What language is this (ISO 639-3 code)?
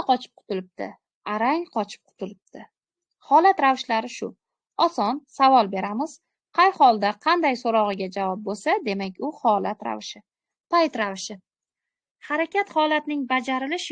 uzb